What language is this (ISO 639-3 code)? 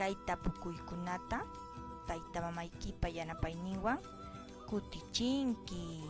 que